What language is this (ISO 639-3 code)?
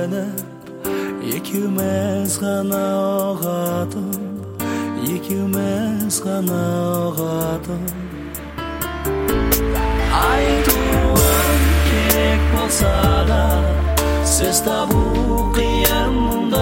kaz